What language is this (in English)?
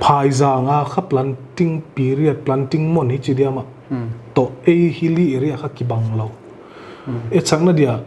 Paite Chin